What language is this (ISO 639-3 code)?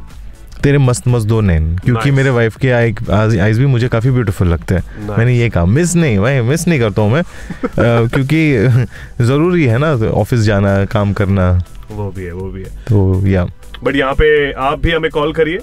hin